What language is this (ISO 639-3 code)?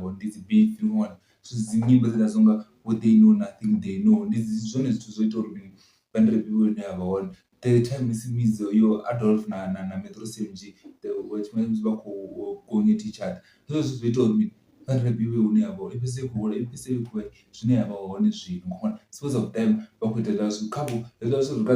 ven